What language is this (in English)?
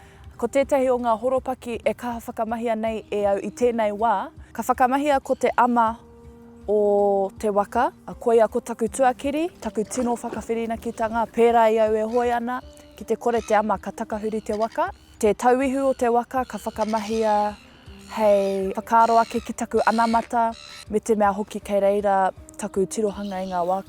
Māori